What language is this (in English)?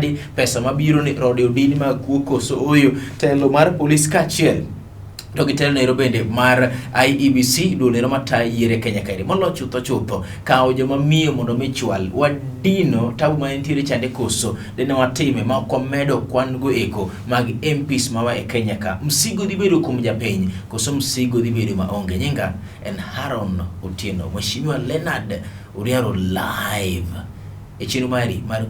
Luo (Kenya and Tanzania)